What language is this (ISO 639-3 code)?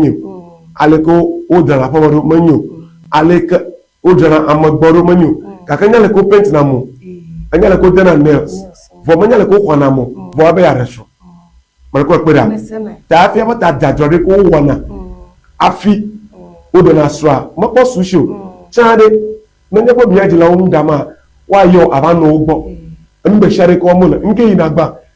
ewe